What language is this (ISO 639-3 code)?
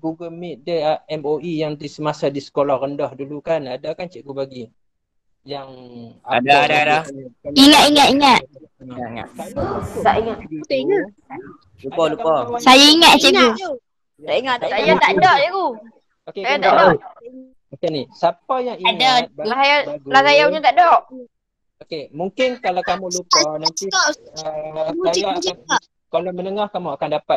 msa